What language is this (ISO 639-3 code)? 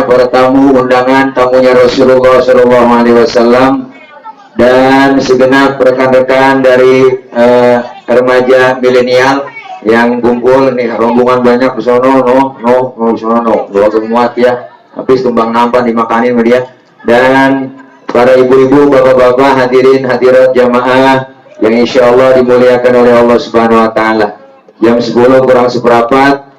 bew